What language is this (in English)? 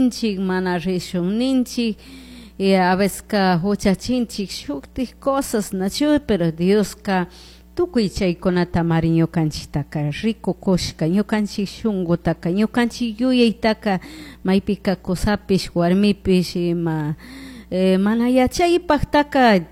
Chimborazo Highland Quichua